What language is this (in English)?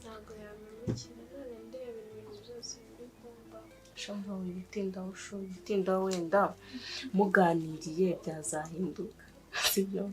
Kinyarwanda